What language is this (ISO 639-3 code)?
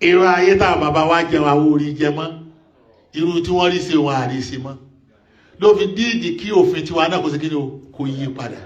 yor